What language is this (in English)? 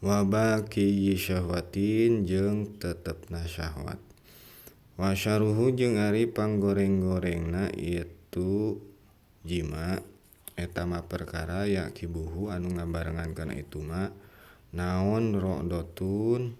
Sundanese